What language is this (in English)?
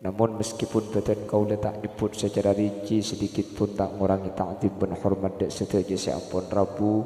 Madurese